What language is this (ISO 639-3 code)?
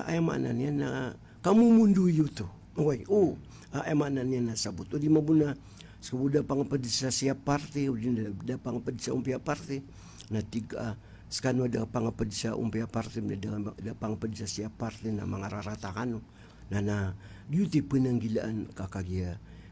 mrw